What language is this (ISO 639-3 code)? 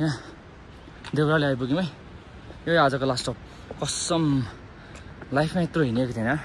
nep